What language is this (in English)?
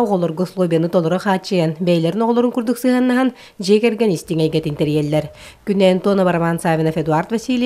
Yakut